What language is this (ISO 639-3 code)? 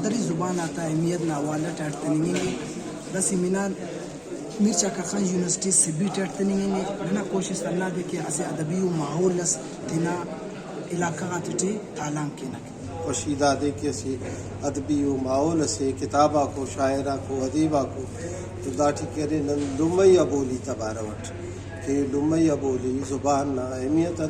brh